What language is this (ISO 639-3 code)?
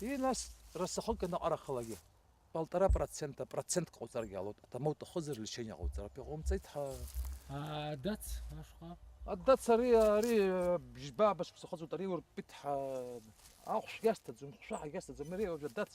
abk